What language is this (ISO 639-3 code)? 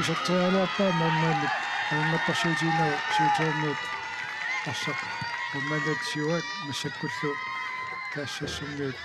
kal